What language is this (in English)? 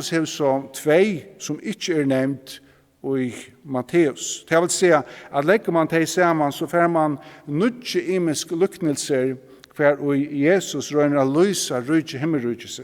Faroese